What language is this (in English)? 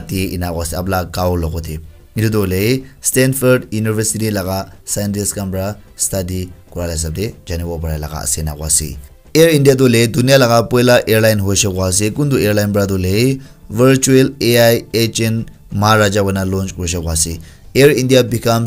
Naga Pidgin